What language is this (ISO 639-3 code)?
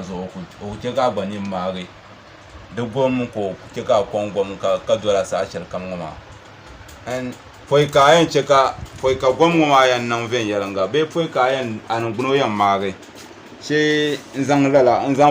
dag